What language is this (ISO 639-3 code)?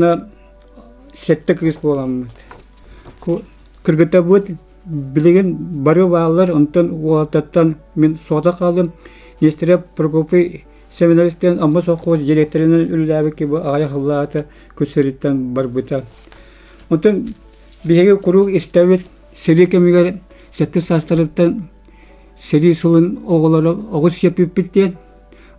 sah